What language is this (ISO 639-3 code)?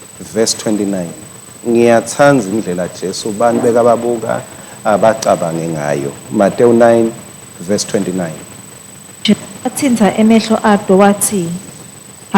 ssw